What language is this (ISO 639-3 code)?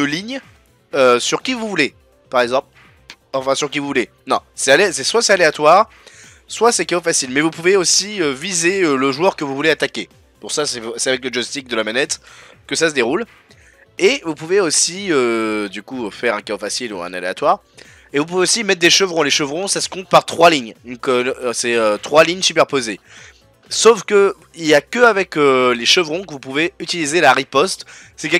fra